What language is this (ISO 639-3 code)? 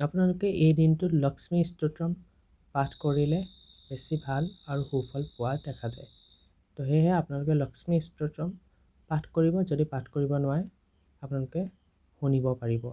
asm